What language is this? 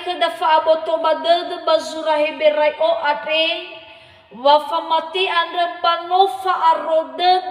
Nias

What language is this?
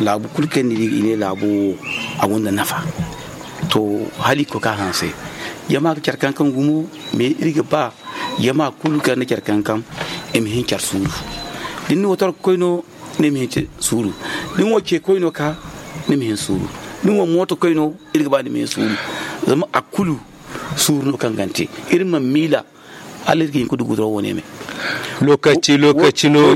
Zarma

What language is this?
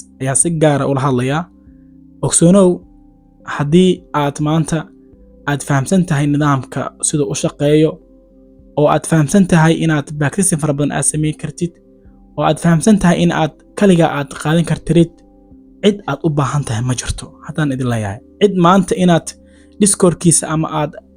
Somali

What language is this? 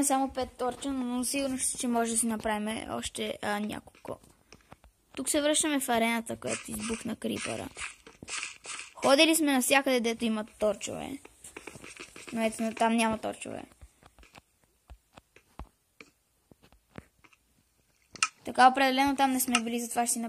Bulgarian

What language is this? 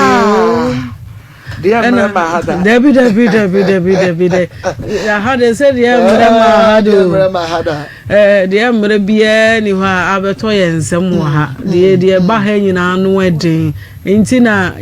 Akan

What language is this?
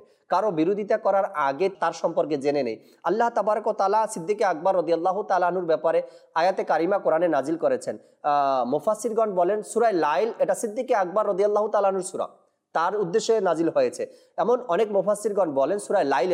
Bangla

